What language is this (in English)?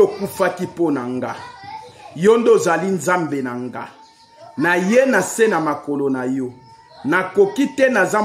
Lingala